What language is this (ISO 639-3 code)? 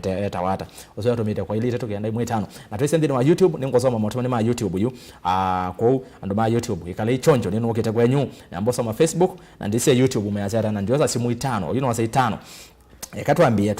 kam